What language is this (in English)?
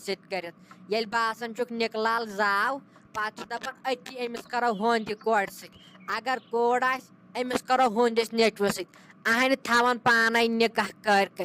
Kashmiri